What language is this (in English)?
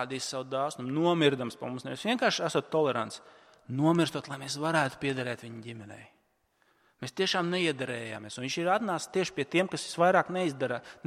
Latvian